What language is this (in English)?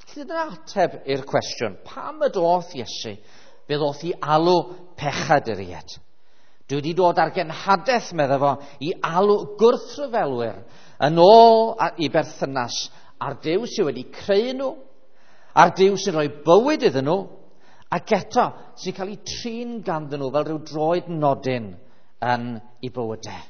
Welsh